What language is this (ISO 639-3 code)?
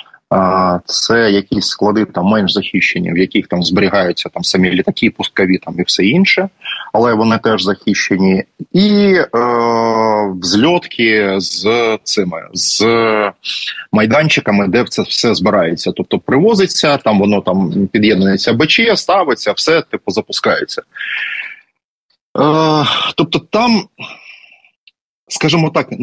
ukr